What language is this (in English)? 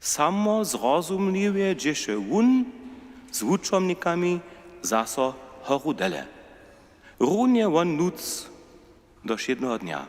Upper Sorbian